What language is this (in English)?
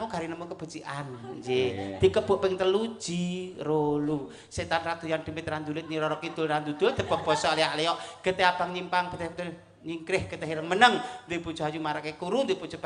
Javanese